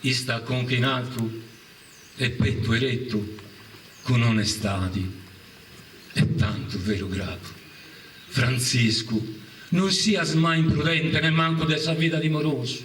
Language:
Sardinian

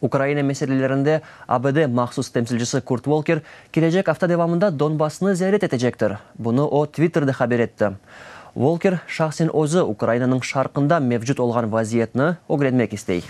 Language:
Crimean Tatar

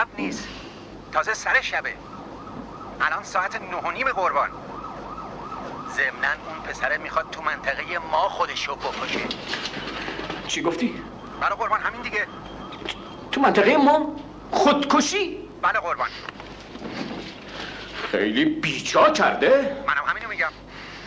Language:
Persian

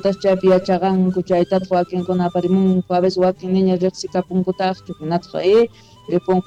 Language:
South Bolivian Quechua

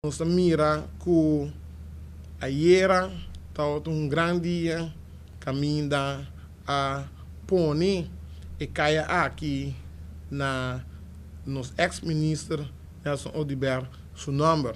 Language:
Papiamento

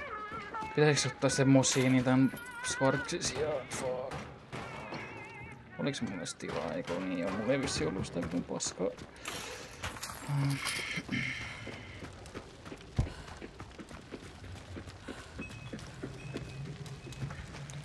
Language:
Finnish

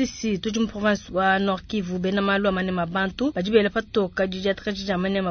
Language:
Luba-Lulua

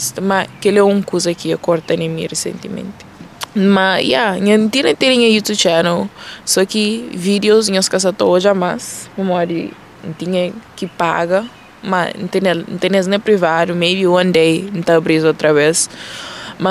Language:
Kabuverdianu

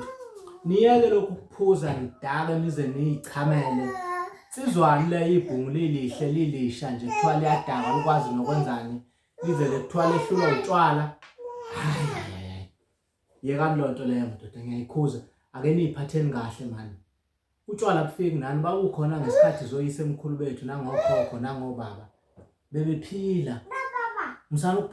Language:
Zulu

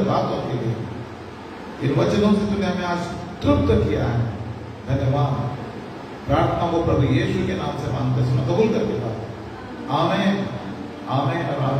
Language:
Hindi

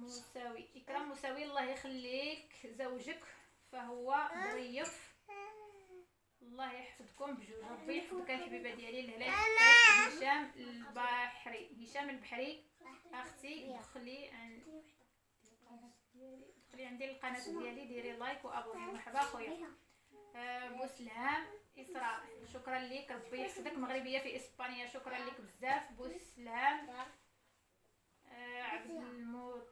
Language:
Moroccan Arabic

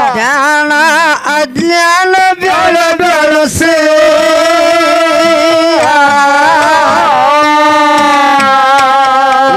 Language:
Kannada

